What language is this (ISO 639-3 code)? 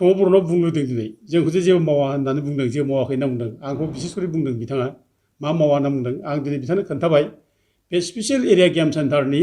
brx